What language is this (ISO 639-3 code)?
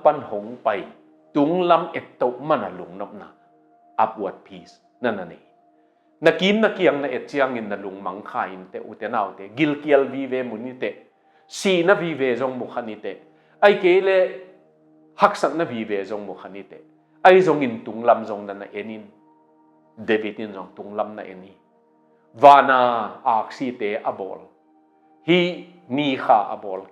ctd